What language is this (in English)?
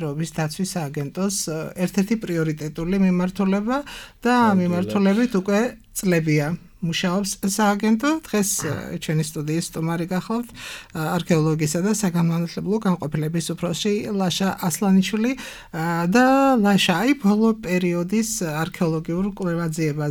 Georgian